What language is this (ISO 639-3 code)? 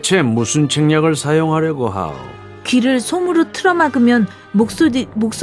kor